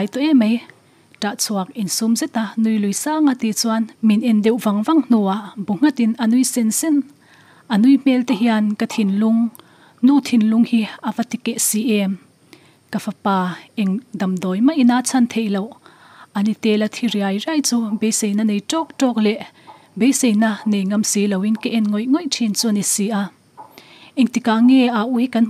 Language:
Mizo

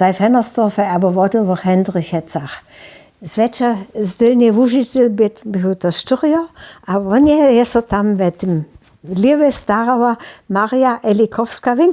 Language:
Upper Sorbian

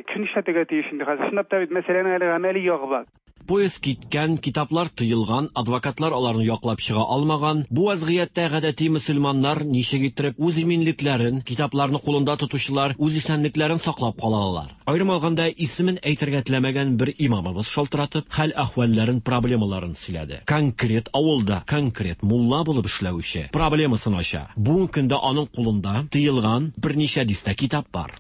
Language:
Tatar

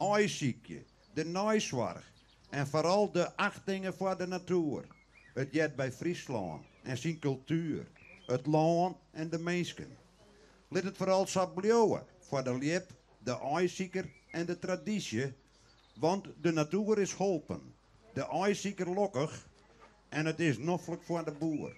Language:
Western Frisian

